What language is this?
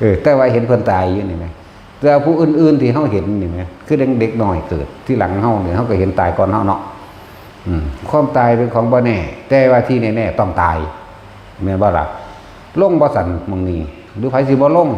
Northeastern Thai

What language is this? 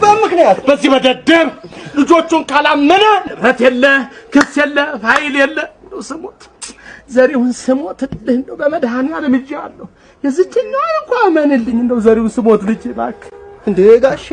Amharic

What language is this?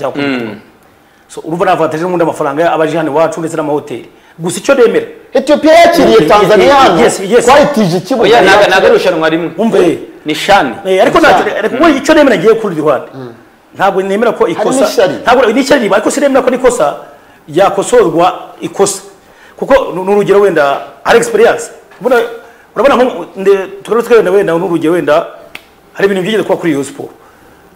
Kinyarwanda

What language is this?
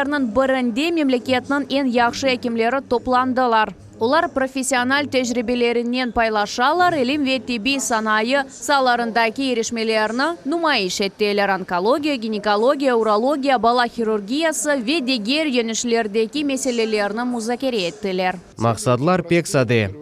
Crimean Tatar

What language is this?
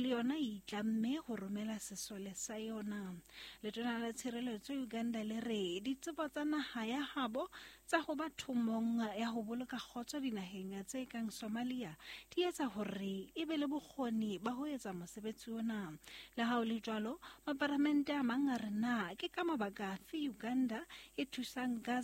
Southern Sotho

